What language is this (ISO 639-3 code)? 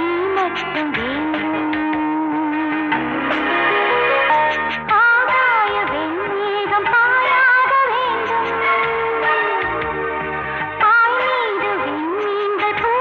tam